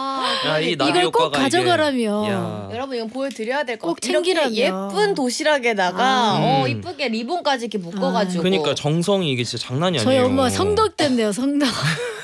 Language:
Korean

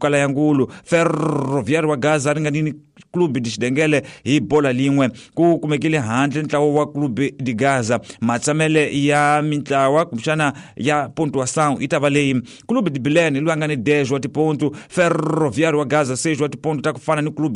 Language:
Tsonga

